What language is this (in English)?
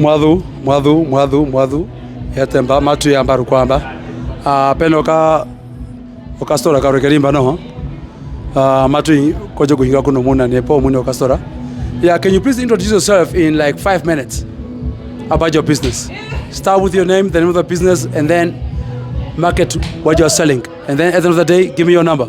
Herero